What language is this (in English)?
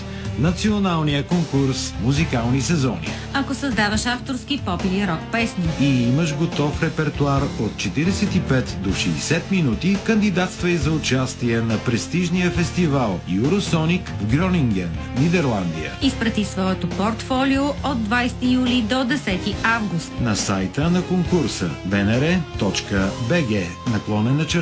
Bulgarian